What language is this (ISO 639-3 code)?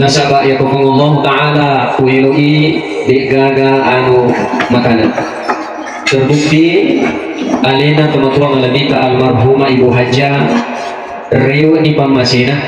bug